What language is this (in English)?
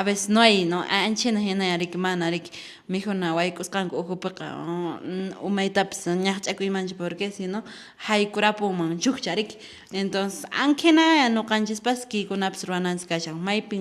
Quechua